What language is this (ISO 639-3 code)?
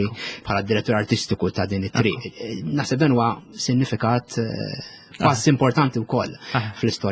mlt